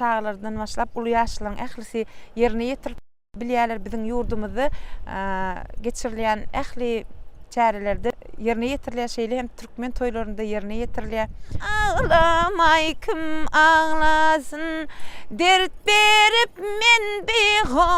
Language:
Turkmen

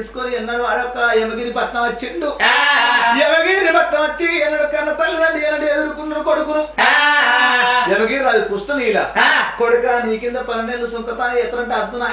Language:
Telugu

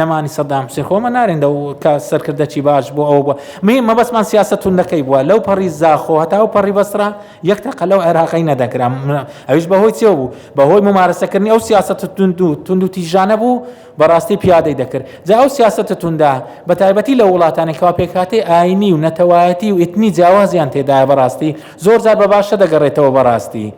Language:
Central Kurdish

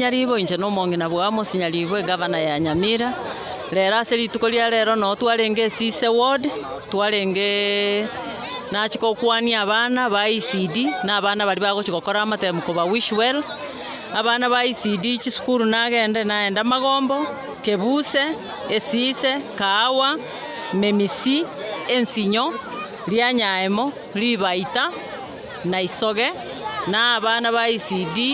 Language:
Gusii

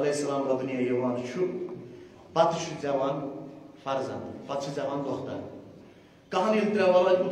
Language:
Kashmiri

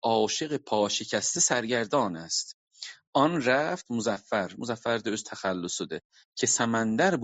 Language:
South Azerbaijani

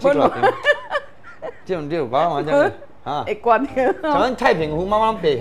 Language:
Min Nan Chinese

